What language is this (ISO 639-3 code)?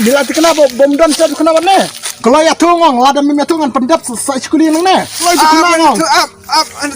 kha